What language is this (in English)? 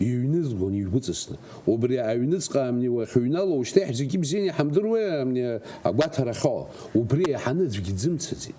Abkhazian